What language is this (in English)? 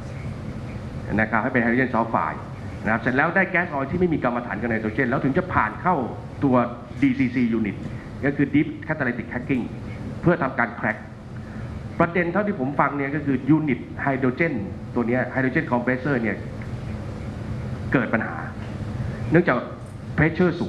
Thai